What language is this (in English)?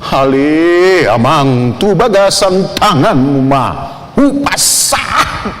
Batak Toba